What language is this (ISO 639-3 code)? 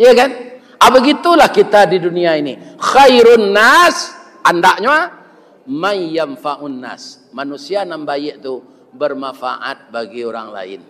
min